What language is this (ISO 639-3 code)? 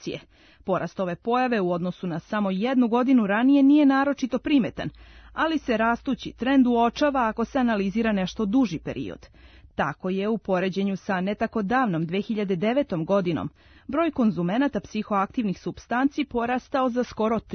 srp